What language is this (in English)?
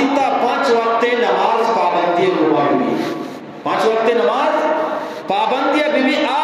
Eastern Balochi